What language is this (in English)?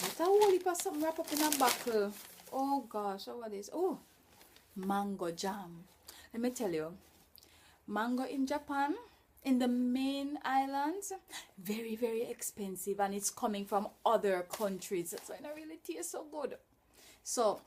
Jamaican Creole English